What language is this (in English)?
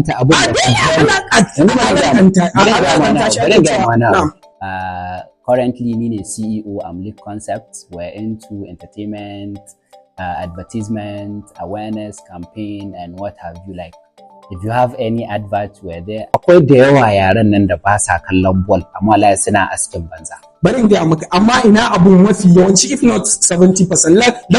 Hausa